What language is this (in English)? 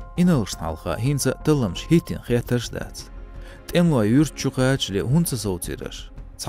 Chechen